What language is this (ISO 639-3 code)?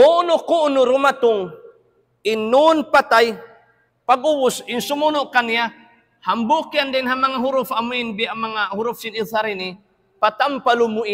tsg